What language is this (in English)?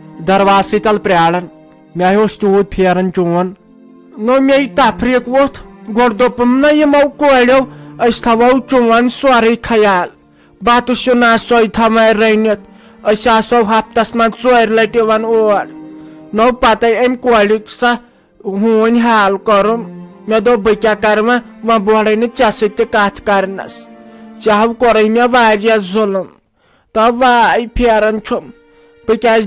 Kashmiri